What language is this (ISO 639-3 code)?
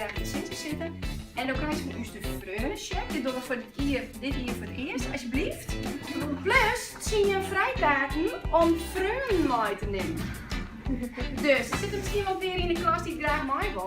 fry